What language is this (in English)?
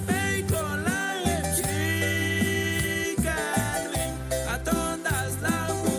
Chuj